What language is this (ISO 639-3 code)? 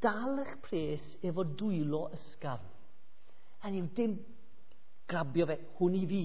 cym